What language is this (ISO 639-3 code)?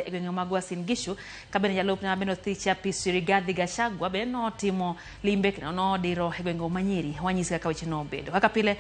luo